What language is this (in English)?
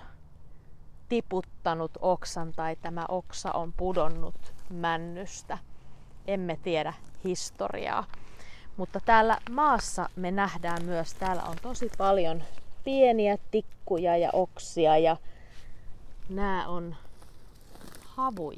Finnish